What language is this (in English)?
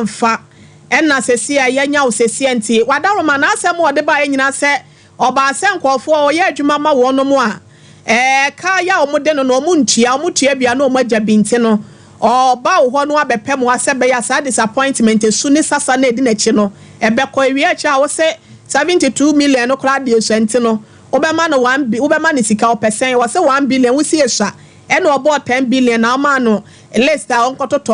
Akan